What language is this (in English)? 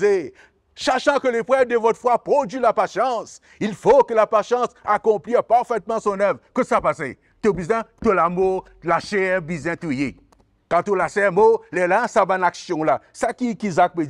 Morisyen